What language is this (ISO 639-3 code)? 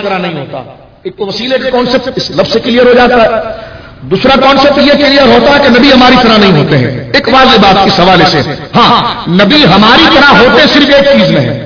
urd